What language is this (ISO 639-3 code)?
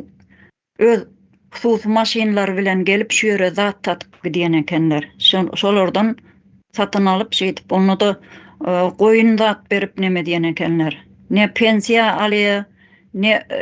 tuk